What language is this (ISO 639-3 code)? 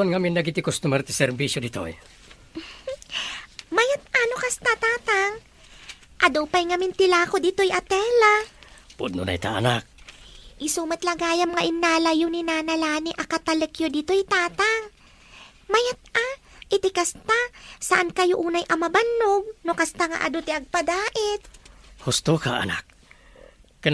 ilo